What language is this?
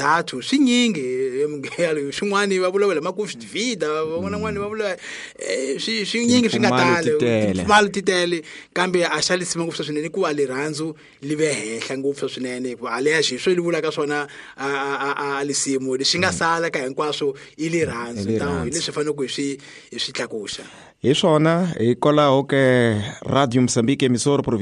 Tsonga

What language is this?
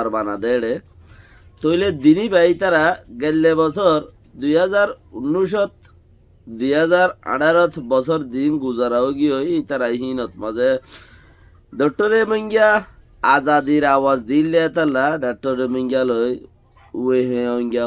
Rohingya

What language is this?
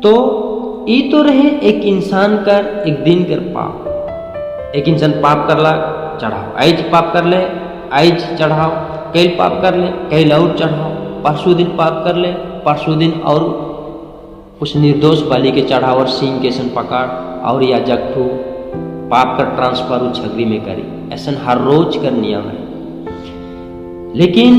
Sadri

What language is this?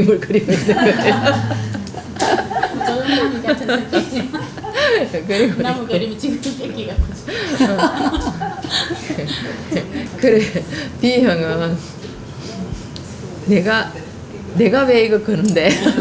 Korean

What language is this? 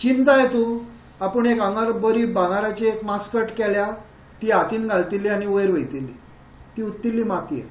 Konkani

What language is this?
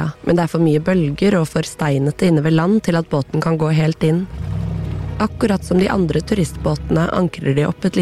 Norwegian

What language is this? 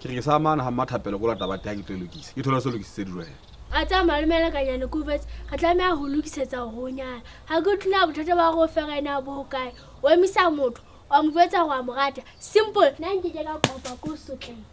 Southern Sotho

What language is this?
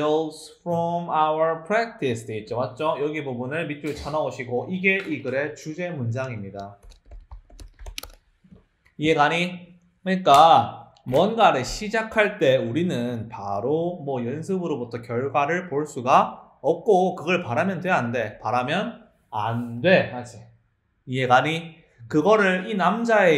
Korean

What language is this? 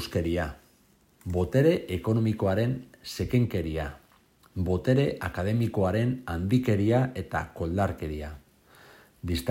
Basque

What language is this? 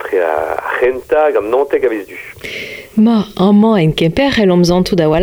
Breton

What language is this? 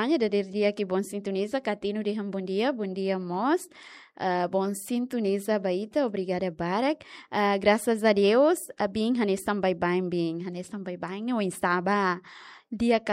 Tetum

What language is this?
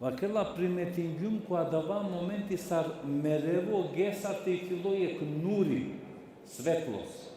Balkan Romani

